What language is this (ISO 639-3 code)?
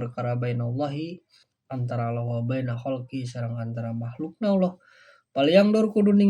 sun